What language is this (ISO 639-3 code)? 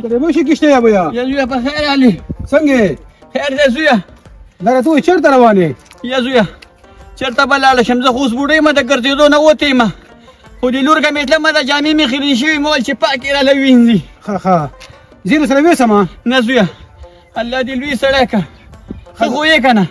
pus